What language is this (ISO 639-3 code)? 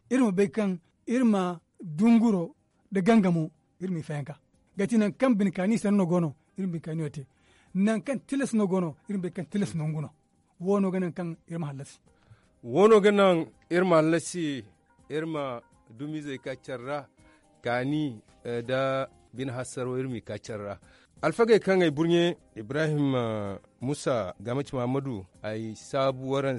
dje